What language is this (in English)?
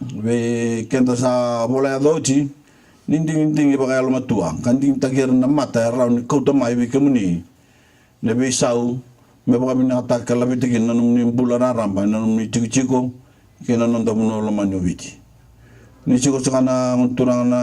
Fijian